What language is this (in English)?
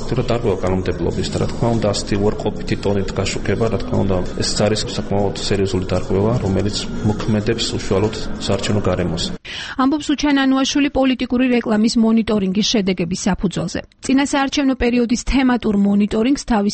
Georgian